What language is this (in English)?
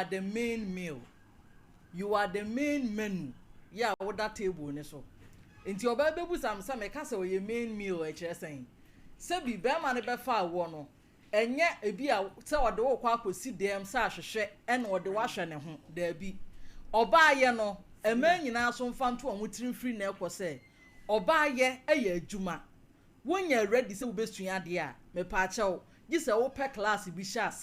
Akan